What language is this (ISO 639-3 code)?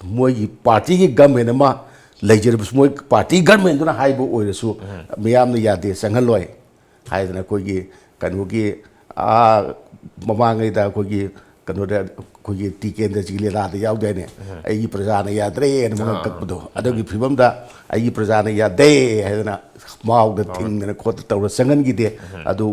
mni